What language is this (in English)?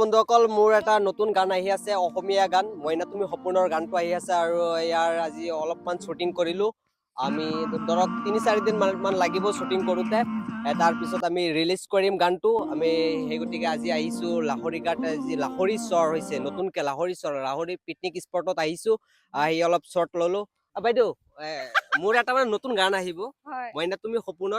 Assamese